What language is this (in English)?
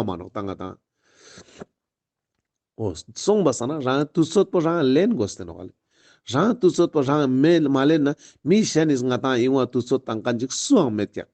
Ladakhi